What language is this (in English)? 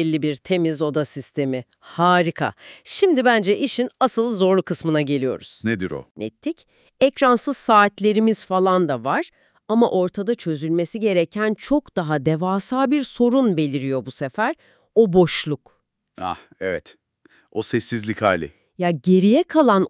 Turkish